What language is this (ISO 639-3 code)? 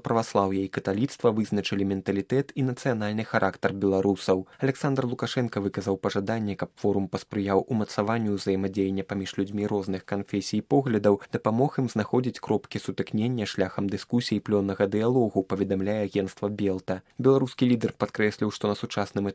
bel